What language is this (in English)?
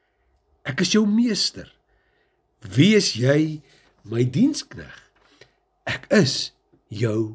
Afrikaans